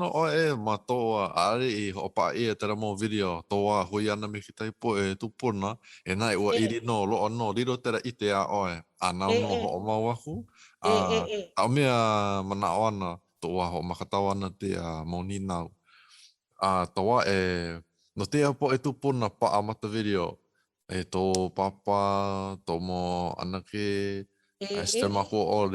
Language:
Hawaiian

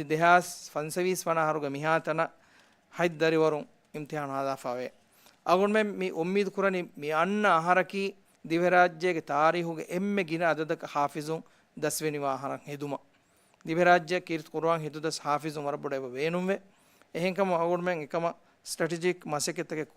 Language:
Divehi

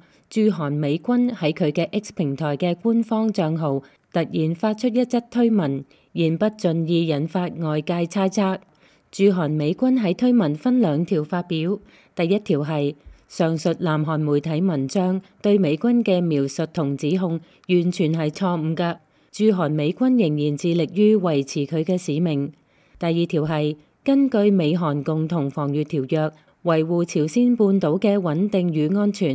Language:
Cantonese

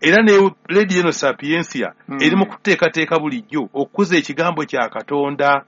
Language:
Ganda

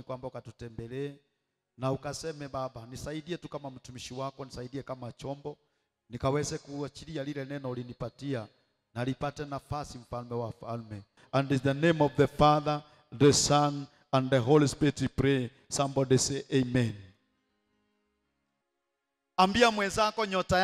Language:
Swahili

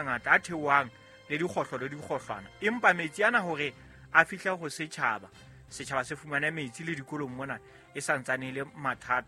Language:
Southern Sotho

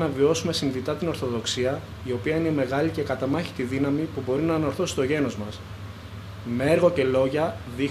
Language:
Greek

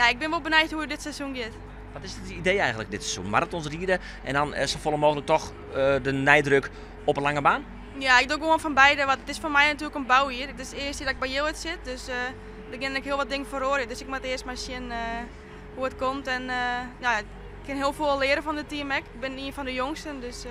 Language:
Western Frisian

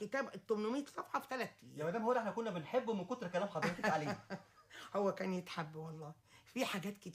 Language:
Egyptian Arabic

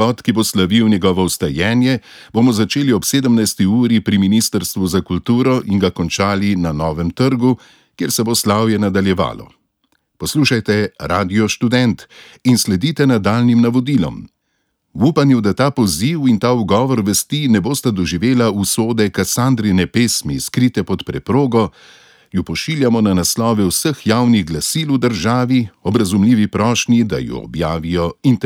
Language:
Slovenian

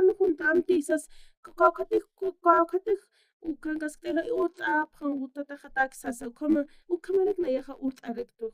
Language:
Aymara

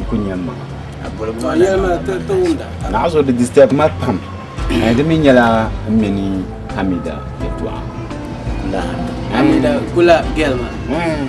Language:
Dagbani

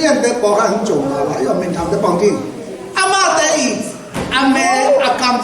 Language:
Tedim Chin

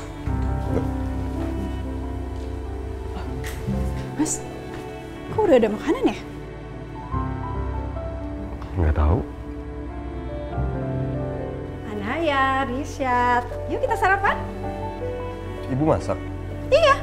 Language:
Indonesian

